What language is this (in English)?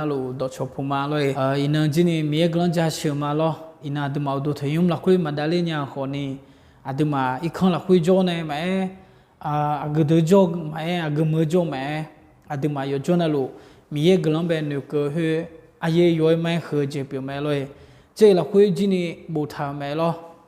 Akha